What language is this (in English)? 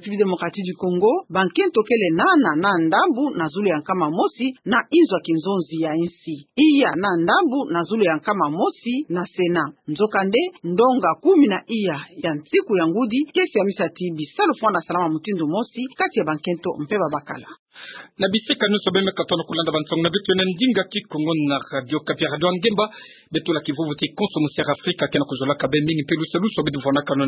Kituba (Democratic Republic of Congo)